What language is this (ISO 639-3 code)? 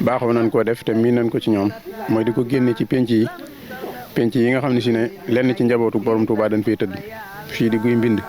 wol